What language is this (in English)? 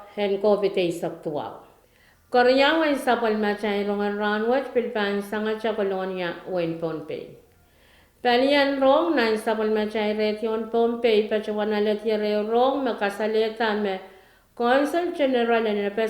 Pohnpeian